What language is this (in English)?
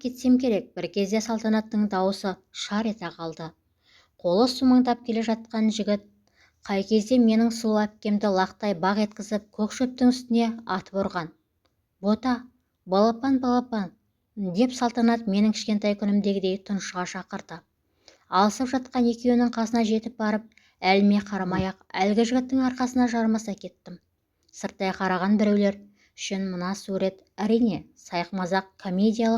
Kazakh